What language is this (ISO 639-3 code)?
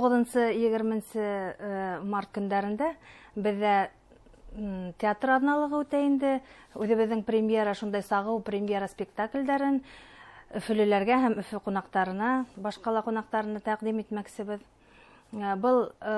bak